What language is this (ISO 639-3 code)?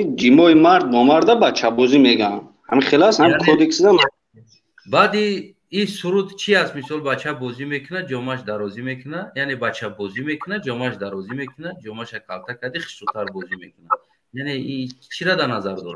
tgk